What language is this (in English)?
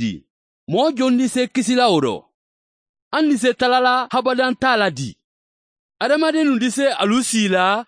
Mandingo